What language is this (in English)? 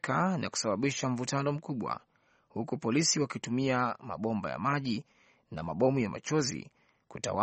Swahili